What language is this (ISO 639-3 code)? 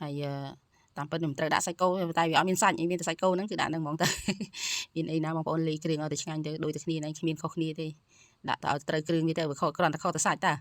khm